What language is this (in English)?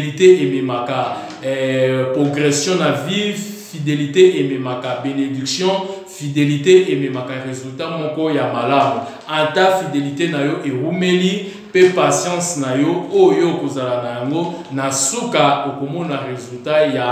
Lingala